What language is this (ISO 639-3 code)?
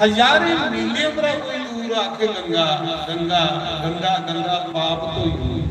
doi